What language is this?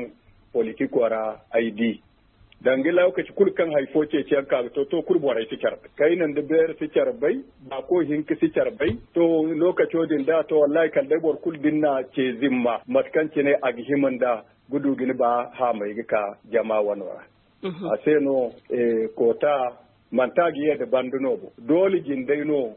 Zarma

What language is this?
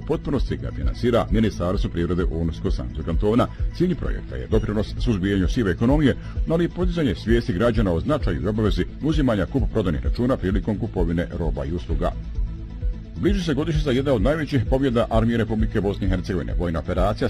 Bosnian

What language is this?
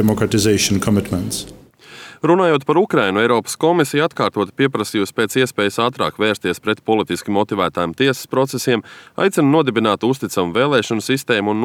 Latvian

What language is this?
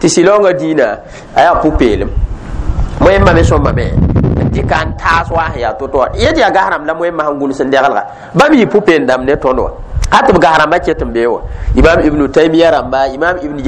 Mossi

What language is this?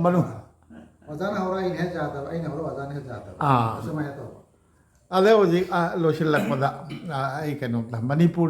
Manipuri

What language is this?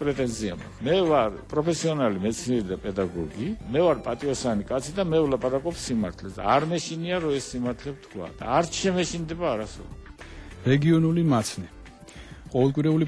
Georgian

